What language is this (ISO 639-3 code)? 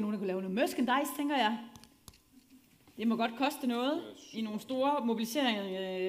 dan